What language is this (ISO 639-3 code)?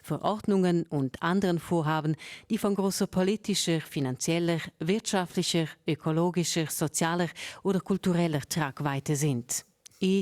roh